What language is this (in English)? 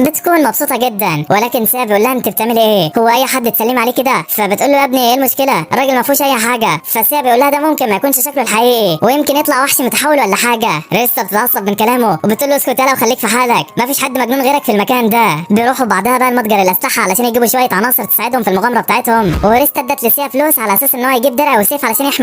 Egyptian Arabic